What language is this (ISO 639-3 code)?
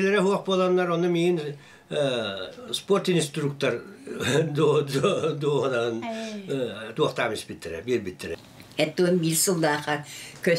sah